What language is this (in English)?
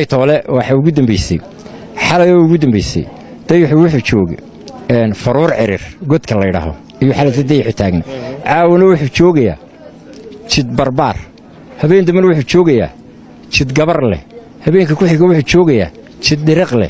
Somali